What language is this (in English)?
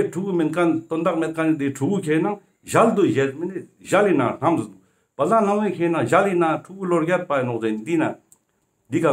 Ladakhi